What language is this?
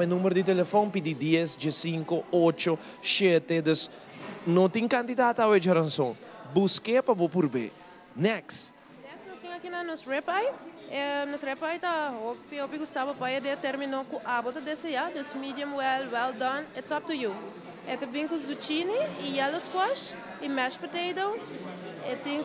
Papiamento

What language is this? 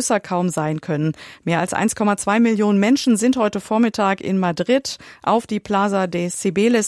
German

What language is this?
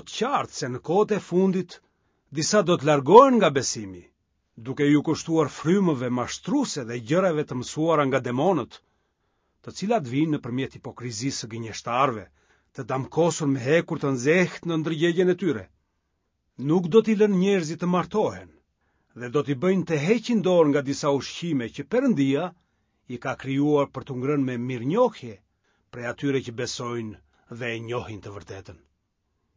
Albanian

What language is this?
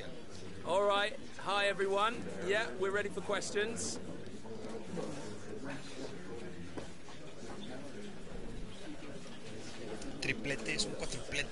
Spanish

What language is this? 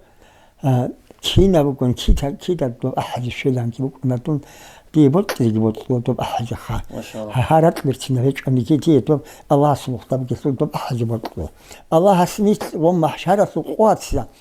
Avaric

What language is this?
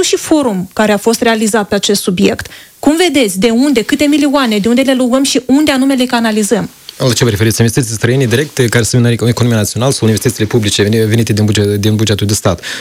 Romanian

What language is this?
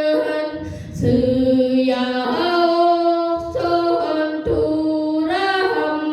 Yakut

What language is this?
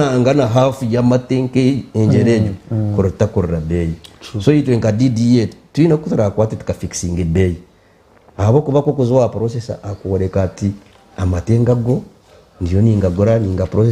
Nyankole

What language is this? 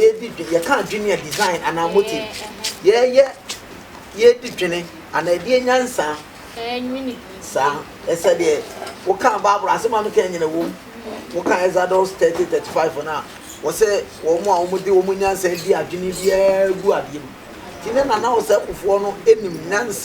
Akan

